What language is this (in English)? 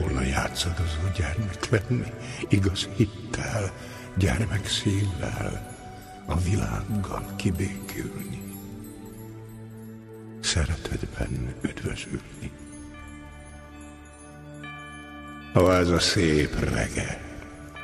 Hungarian